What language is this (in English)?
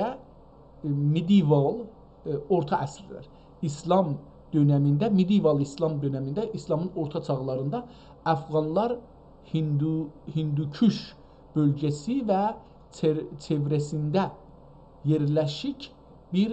South Azerbaijani